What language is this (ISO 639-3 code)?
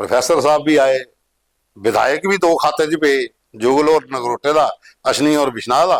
doi